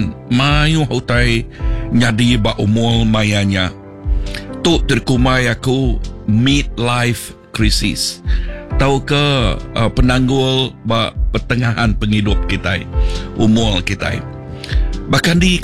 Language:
Iban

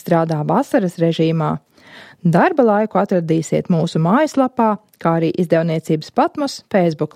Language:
Latvian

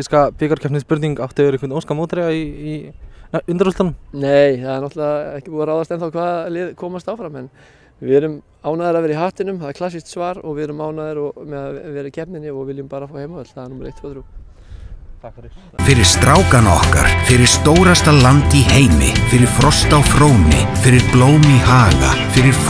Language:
Icelandic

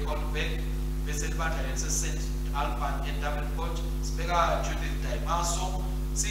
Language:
Swati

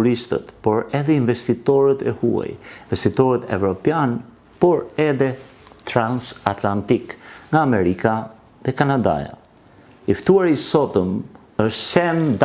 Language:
Albanian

